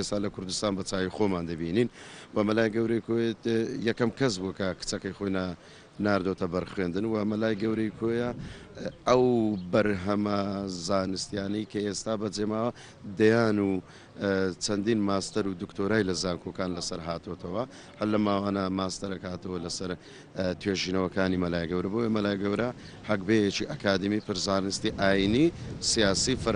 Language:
Central Kurdish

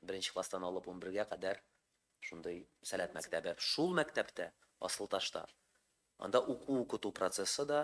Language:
Tatar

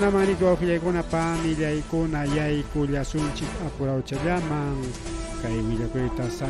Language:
Ayacucho Quechua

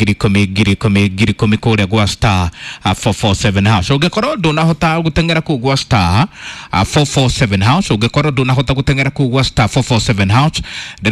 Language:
Kikuyu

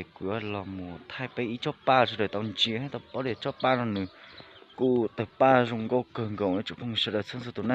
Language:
Hmong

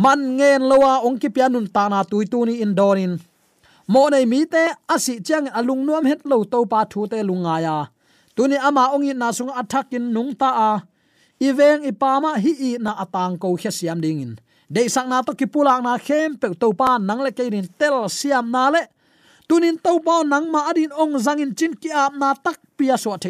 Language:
Tedim Chin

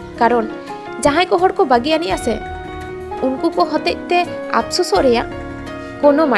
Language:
Santali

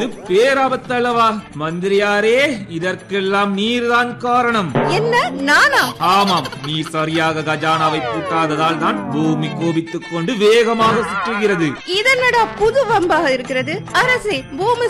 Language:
Tamil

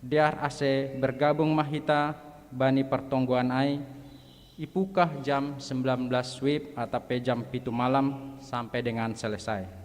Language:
Batak Simalungun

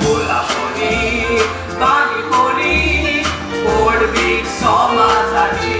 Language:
Konkani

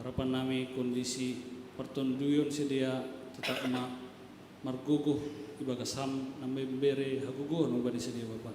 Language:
Batak Simalungun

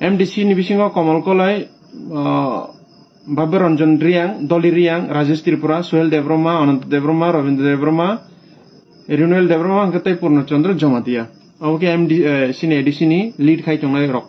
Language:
Kok Borok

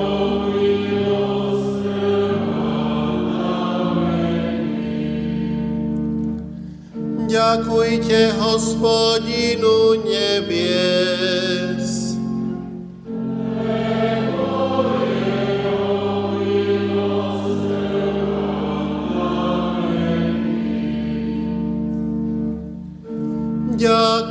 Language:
Slovak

